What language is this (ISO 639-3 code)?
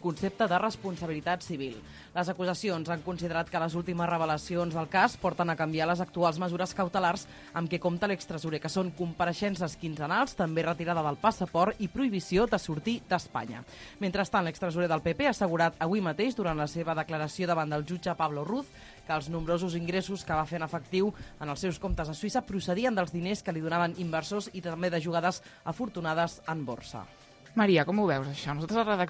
cat